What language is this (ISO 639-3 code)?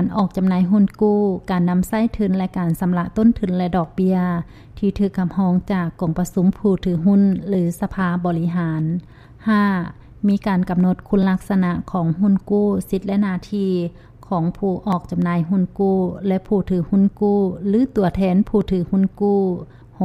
lao